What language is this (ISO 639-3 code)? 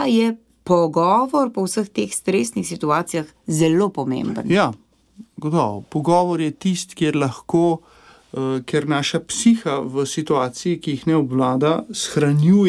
slv